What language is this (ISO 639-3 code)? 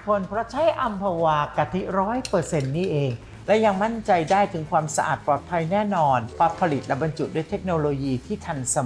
tha